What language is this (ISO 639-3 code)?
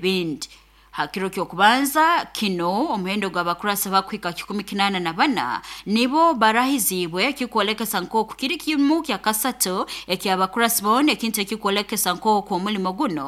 nyo